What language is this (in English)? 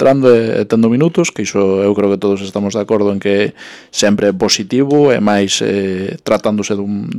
Galician